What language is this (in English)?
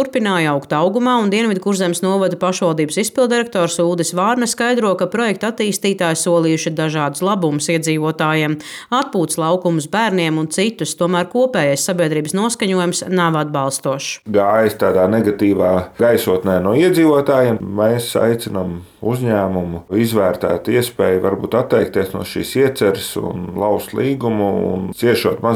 Latvian